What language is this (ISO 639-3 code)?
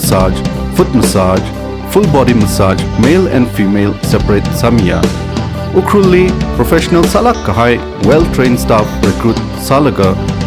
nmf